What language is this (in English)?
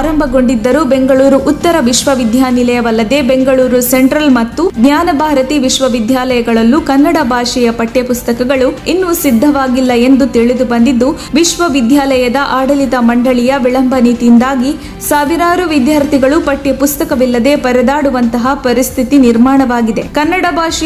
Kannada